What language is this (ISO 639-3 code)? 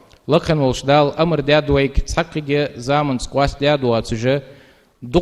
inh